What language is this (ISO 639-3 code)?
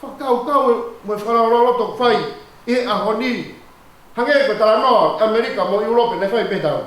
ton